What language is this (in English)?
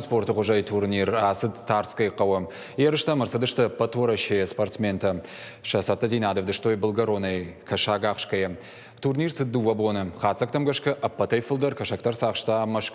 Ossetic